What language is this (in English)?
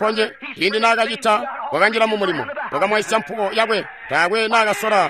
Tonga (Zambia)